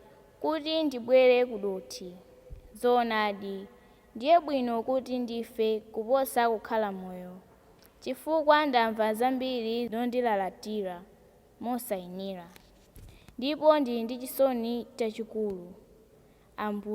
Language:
Nyanja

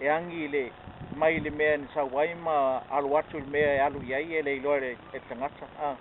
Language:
Samoan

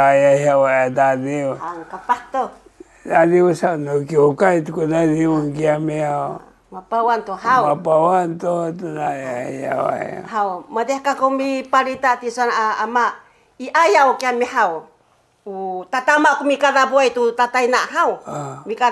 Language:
Sakizaya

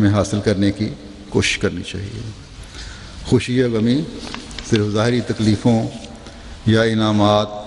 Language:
Urdu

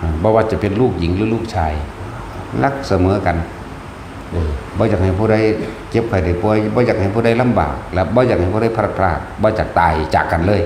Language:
Northeastern Thai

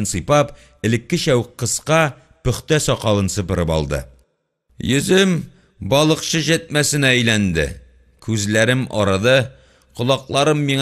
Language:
Tatar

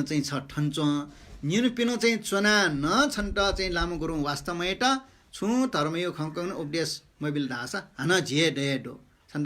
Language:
Newari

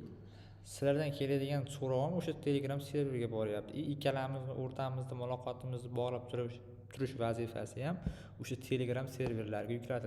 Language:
Uzbek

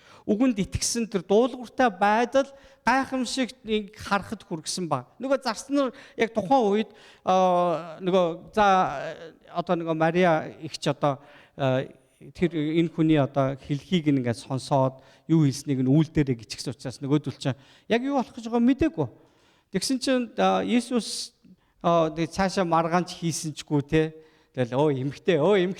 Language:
Mongolian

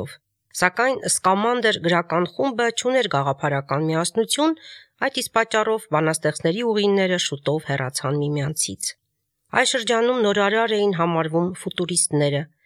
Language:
Armenian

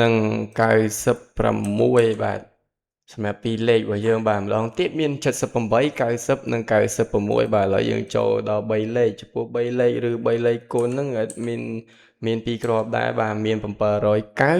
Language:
Khmer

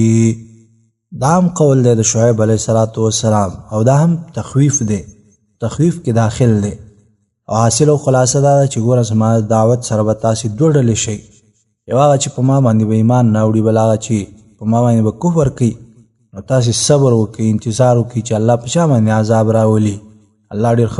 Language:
Pashto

